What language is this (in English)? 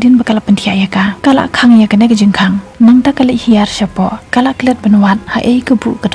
Khasi